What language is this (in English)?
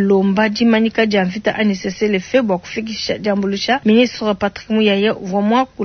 Luba-Lulua